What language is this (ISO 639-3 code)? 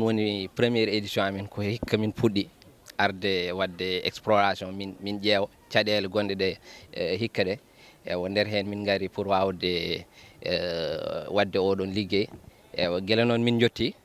ful